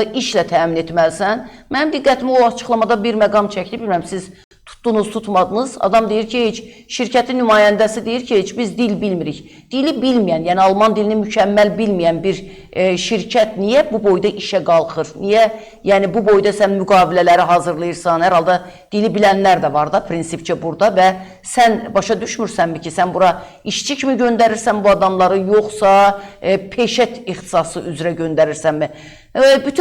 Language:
Azerbaijani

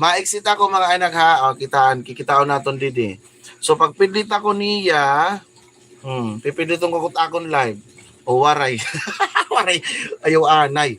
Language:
Waray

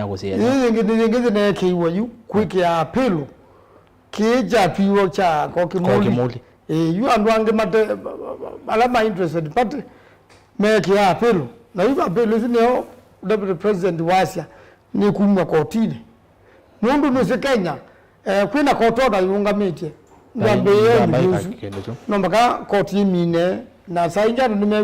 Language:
Kamba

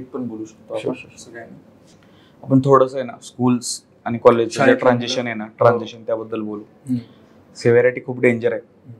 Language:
Marathi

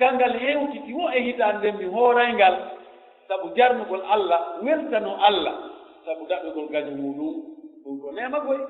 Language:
Pular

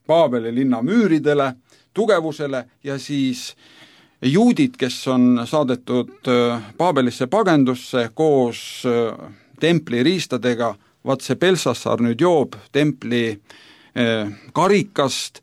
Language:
Estonian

